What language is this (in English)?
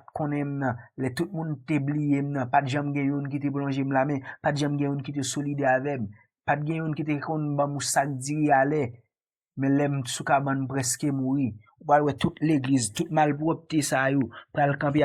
Haitian Creole